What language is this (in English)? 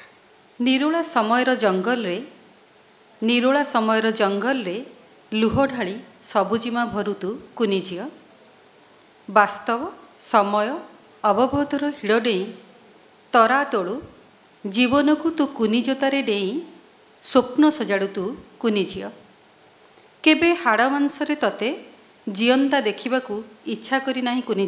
Odia